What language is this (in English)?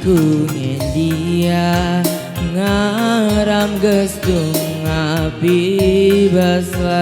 Batak Karo